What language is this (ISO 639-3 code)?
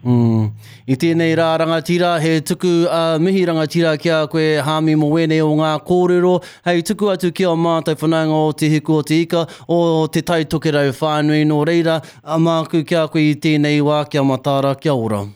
mri